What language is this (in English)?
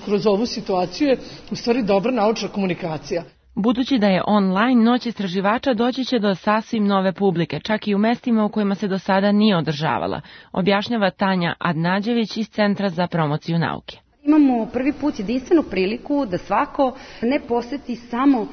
Serbian